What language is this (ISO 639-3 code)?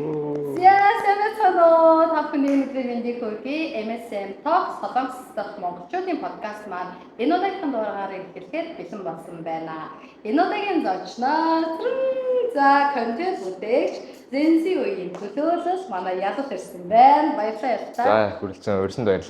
mon